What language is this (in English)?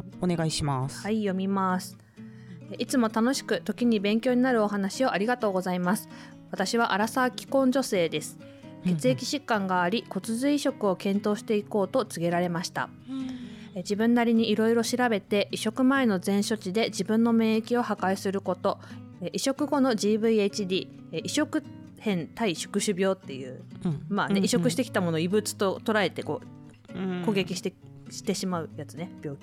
Japanese